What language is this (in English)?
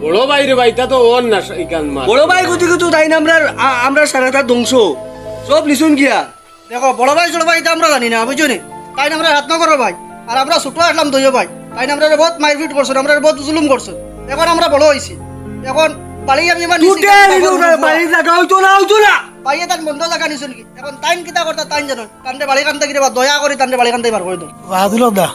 Sylheti